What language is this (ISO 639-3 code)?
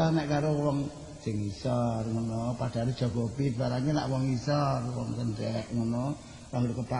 jav